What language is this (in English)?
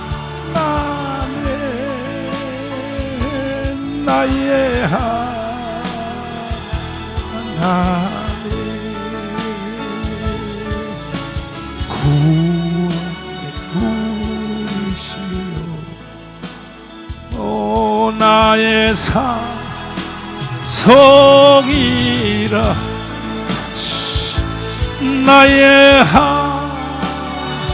Korean